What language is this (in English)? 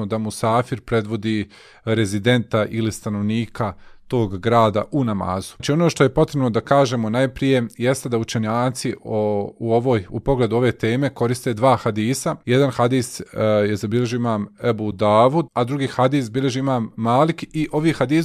Bosnian